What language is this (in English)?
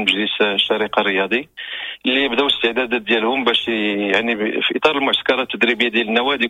Moroccan Arabic